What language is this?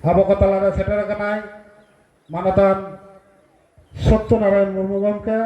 Santali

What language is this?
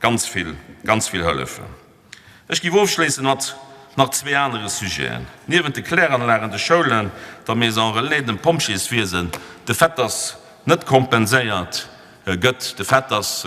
Luxembourgish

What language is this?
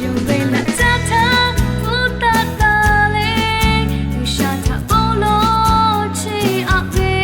Lahu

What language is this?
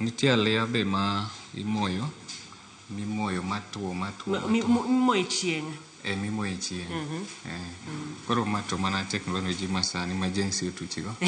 Luo (Kenya and Tanzania)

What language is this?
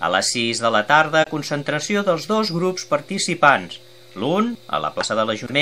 Catalan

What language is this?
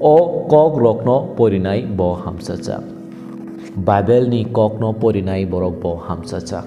Kok Borok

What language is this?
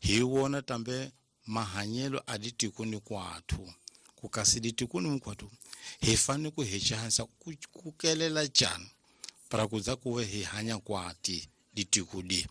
Tsonga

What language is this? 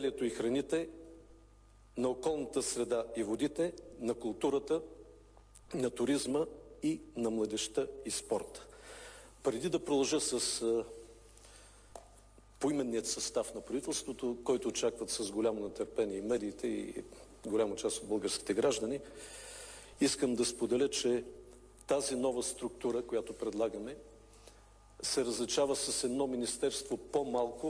Bulgarian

